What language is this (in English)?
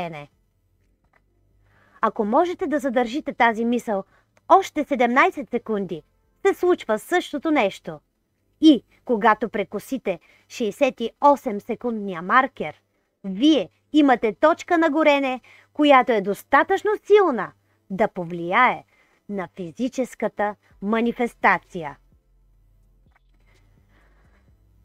Bulgarian